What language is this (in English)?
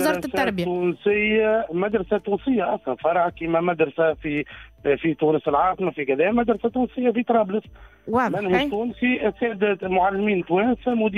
Tunisian Arabic